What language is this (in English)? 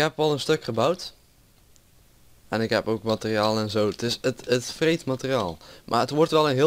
Dutch